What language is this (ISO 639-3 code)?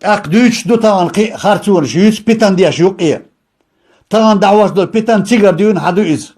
che